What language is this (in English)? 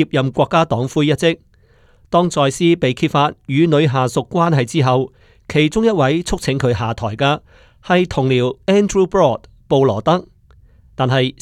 Cantonese